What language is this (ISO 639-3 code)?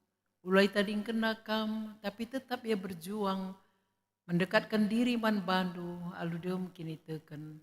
btx